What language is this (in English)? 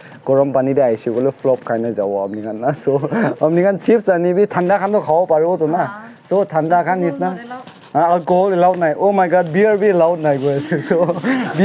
Naga Pidgin